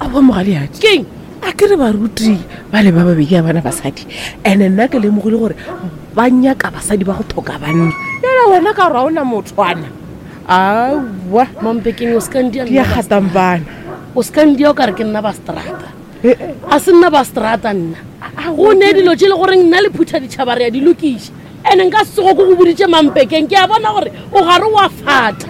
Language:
Northern Sotho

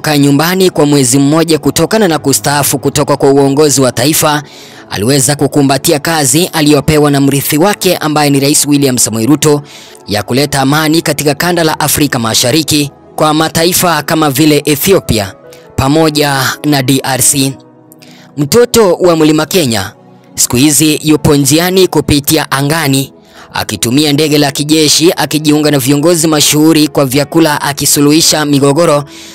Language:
Swahili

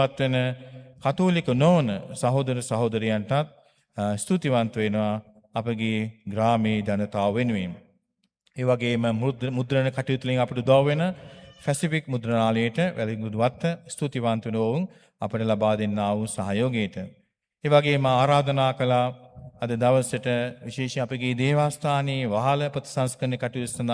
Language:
Sinhala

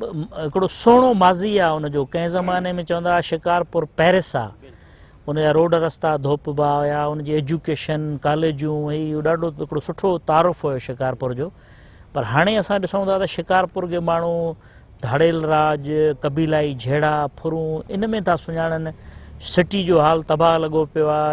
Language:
Sindhi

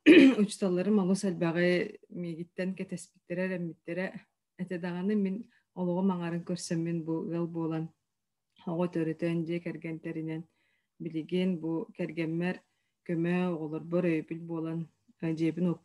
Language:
Yakut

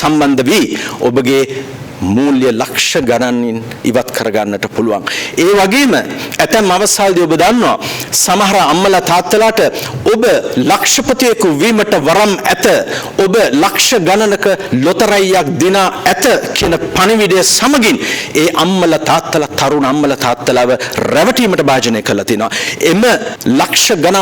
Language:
Sinhala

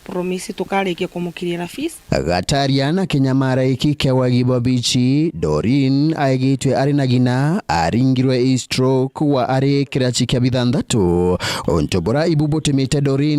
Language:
Meru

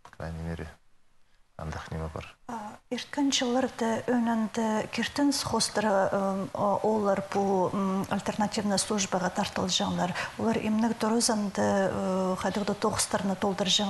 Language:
Khakas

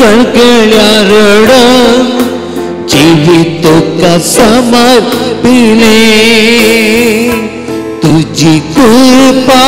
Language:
Konkani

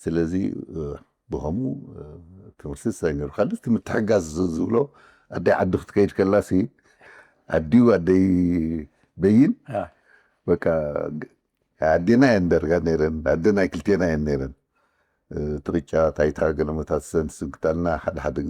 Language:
Tigrinya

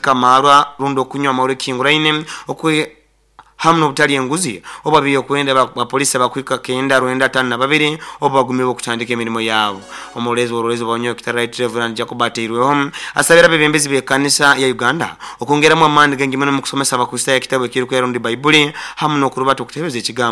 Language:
Nyoro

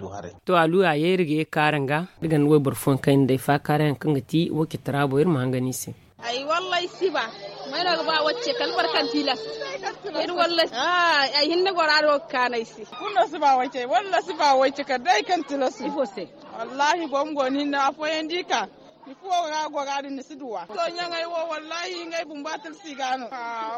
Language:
Zarma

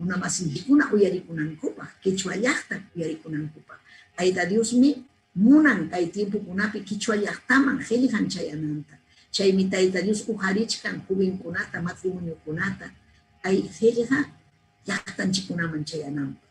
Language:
Ayacucho Quechua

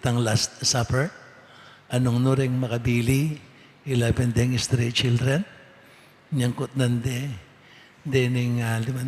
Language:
Pampanga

